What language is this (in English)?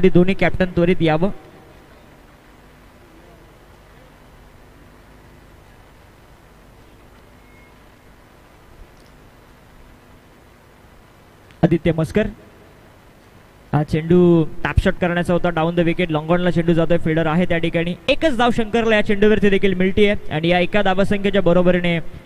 Marathi